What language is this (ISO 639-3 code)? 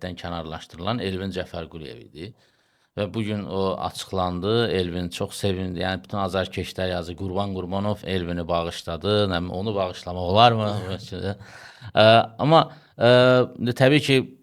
aze